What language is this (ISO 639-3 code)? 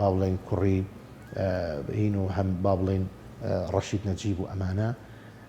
ckb